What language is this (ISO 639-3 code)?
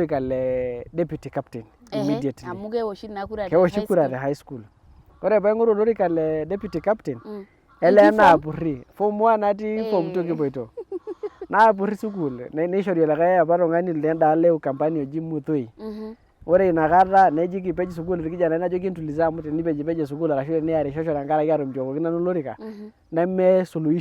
mas